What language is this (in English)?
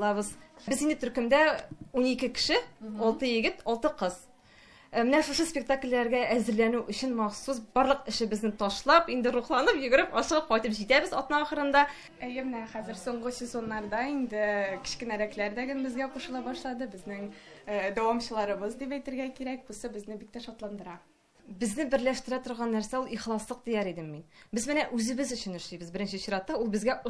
Tatar